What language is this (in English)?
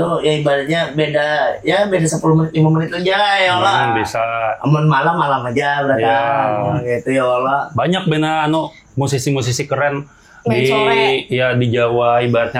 Banjar